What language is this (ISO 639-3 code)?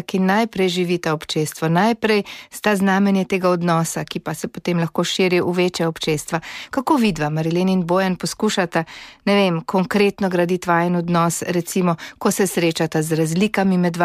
slv